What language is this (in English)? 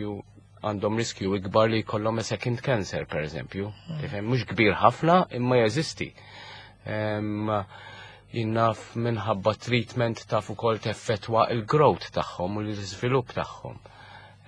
Maltese